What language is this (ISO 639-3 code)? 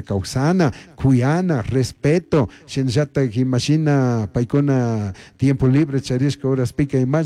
qug